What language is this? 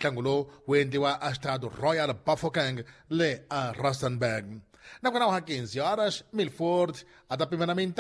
Tsonga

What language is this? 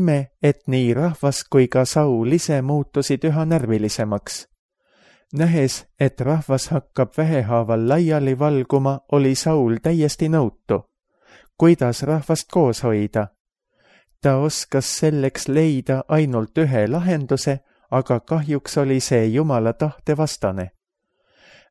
Estonian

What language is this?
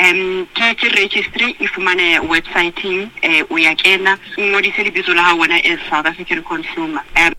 Northern Sotho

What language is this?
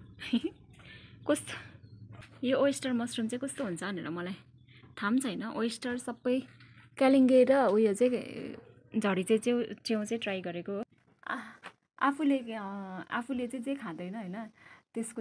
Nepali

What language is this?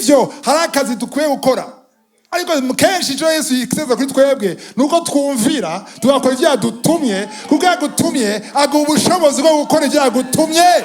Rundi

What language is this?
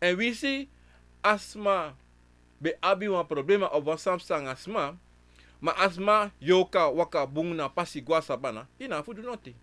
Sranan Tongo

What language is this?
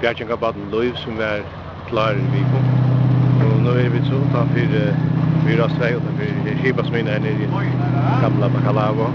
Faroese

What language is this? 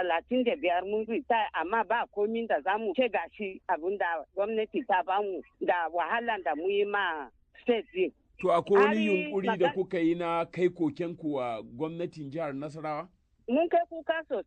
Hausa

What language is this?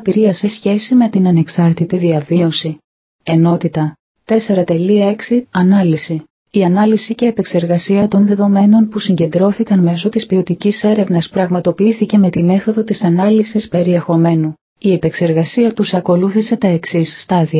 Greek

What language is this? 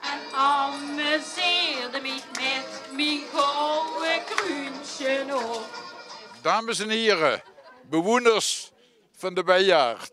Limburgish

